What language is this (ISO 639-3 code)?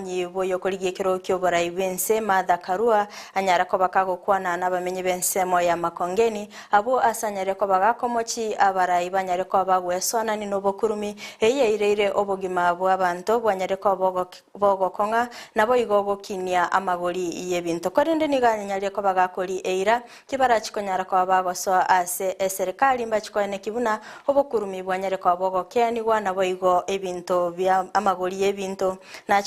guz